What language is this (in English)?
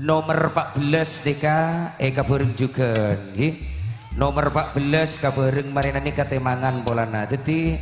Madurese